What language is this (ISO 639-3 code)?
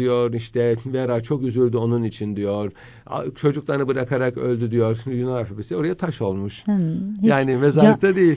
tur